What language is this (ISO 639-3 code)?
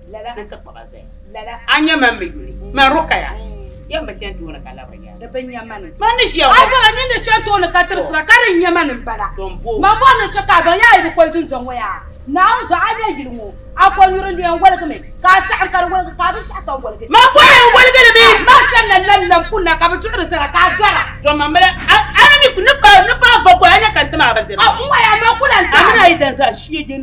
dag